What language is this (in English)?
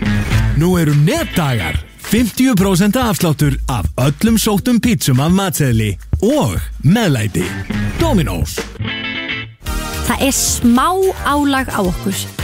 Icelandic